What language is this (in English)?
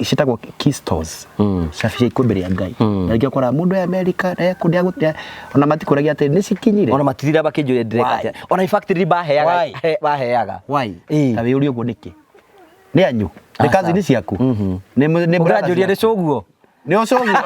Kikuyu